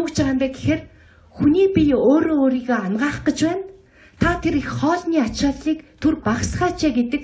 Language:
Mongolian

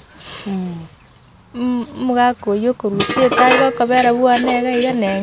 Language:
Gusii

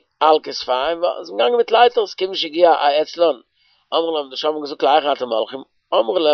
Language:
Yiddish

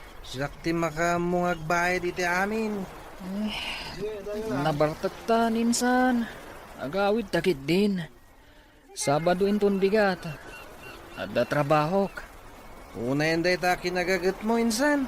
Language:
Iloko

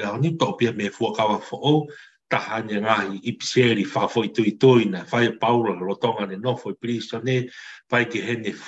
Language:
Tongan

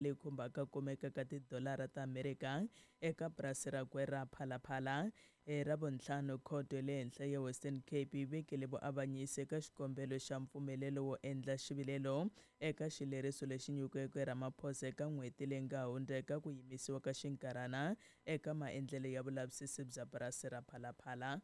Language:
Tsonga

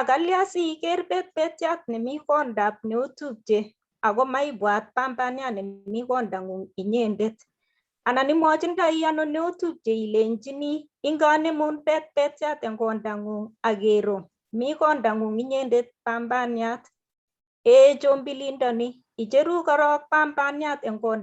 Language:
Kalenjin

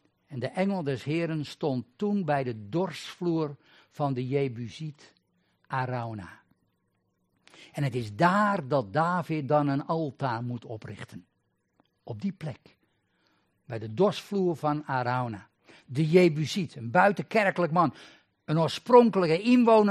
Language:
Dutch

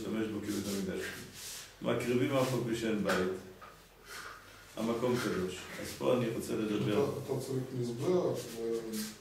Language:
Hebrew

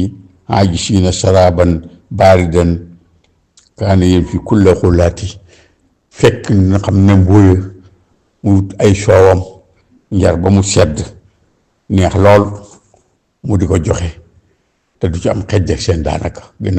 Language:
Wolof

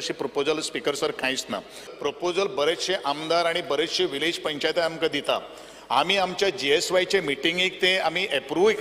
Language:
Konkani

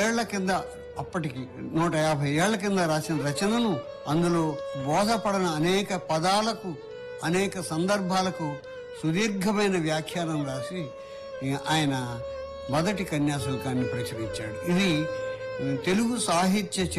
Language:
Telugu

